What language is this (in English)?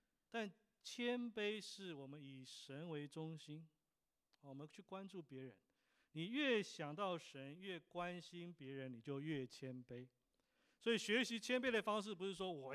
Chinese